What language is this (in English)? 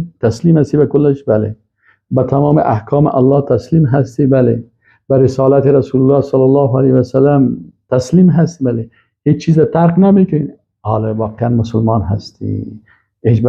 Persian